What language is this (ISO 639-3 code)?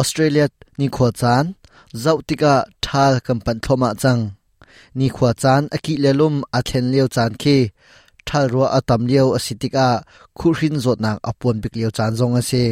cnh